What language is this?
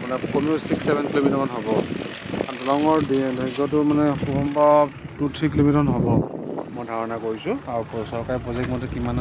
Assamese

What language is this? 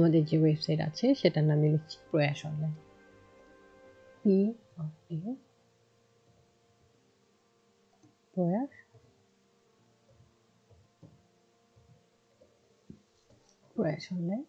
Bangla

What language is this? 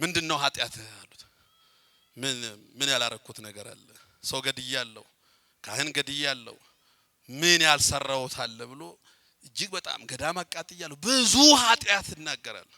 Amharic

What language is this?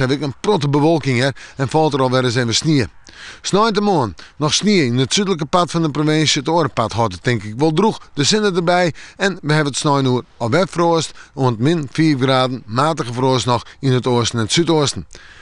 Western Frisian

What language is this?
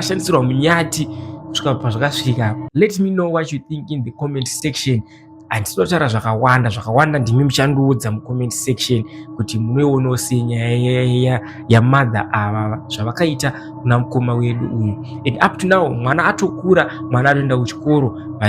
Shona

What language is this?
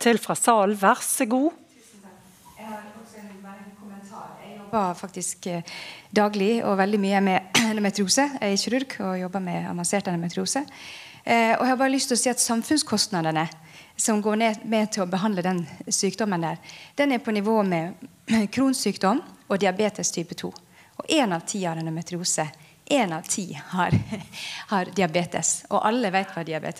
Norwegian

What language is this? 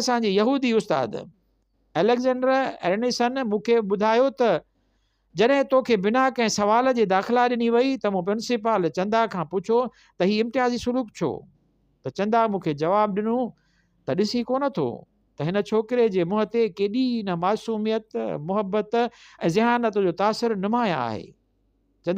Sindhi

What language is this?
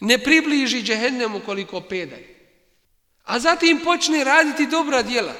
Bosnian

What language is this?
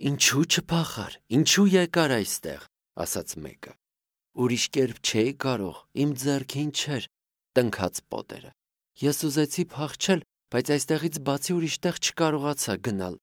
Armenian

